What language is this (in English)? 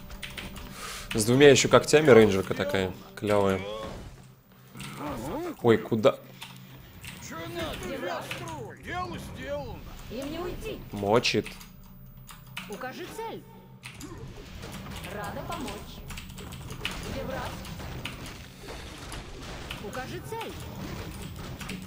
Russian